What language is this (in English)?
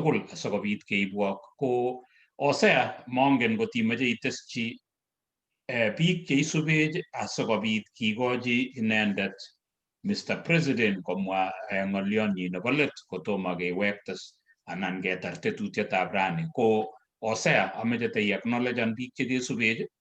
Kalenjin